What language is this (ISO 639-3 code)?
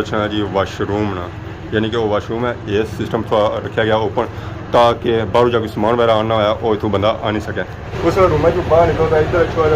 phr